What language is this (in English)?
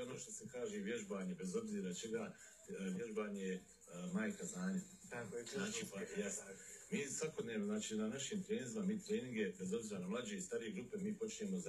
Bosnian